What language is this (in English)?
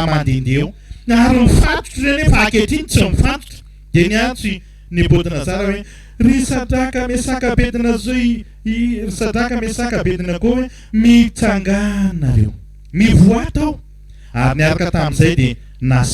Malagasy